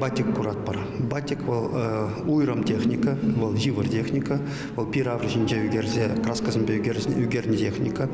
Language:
Chuvash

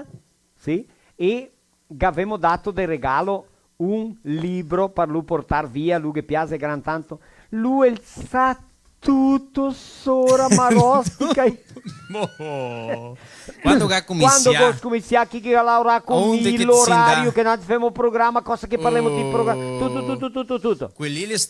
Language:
Venetian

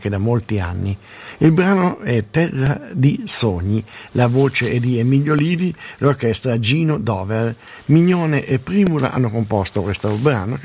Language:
Italian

